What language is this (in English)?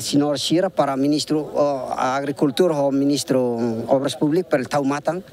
Tetum